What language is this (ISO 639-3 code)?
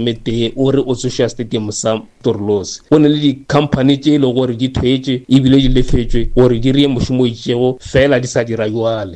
nso